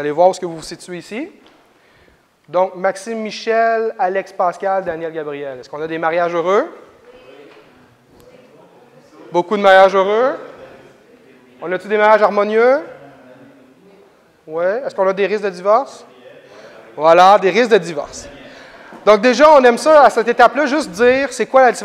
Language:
French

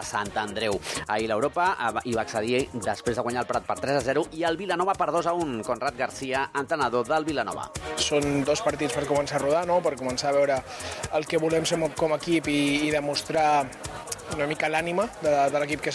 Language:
Catalan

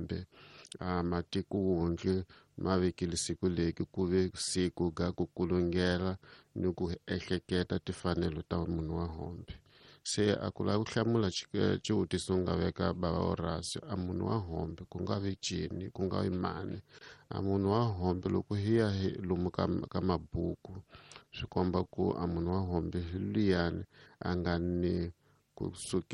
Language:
Tsonga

